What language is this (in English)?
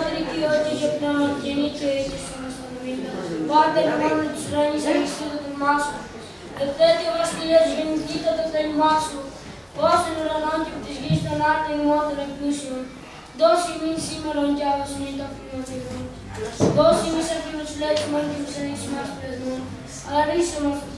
Greek